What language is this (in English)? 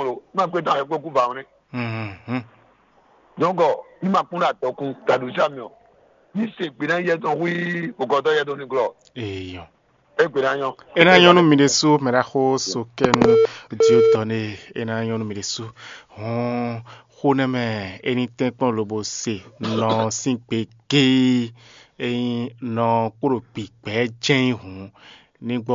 Fon